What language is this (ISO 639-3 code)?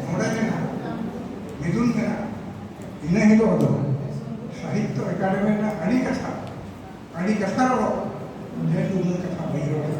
sat